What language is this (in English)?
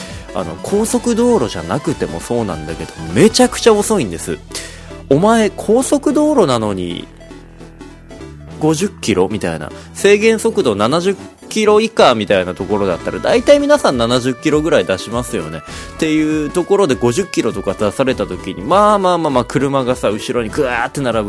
Japanese